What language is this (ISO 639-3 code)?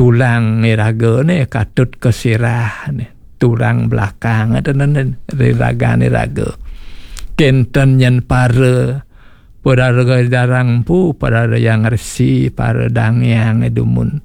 ban